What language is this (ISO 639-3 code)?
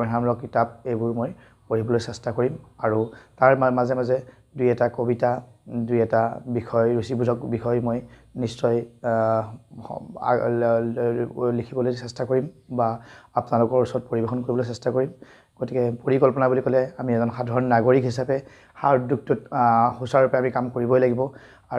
asm